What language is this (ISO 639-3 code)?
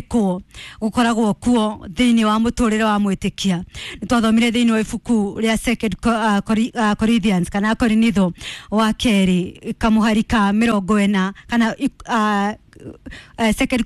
kik